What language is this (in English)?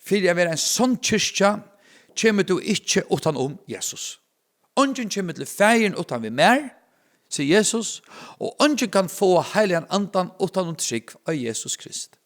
Faroese